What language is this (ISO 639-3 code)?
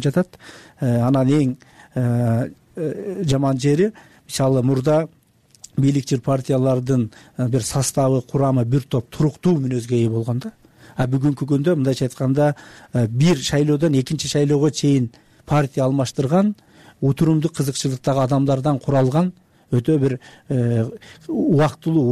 kir